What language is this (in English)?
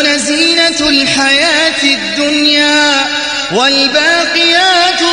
Arabic